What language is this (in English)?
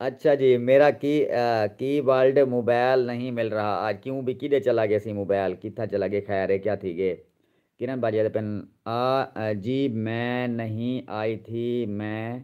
Saraiki